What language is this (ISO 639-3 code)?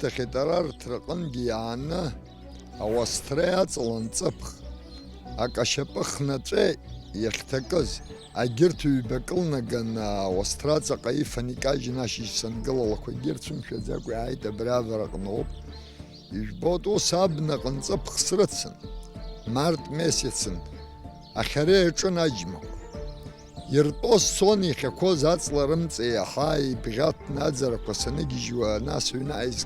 abk